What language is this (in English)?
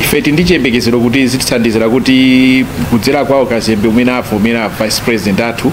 Nyanja